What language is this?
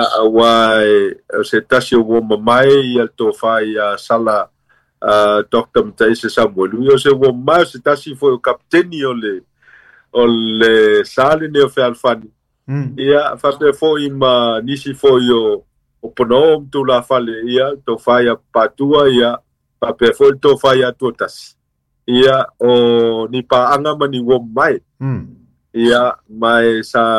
Samoan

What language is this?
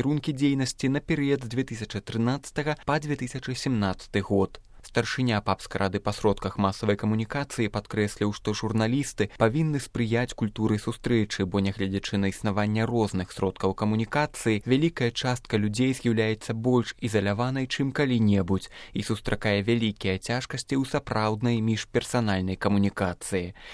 Belarusian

